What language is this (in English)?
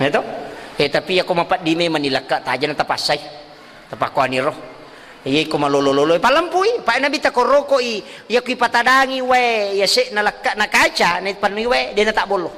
Buginese